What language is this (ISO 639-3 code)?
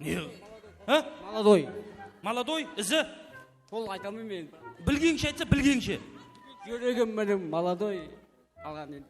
kaa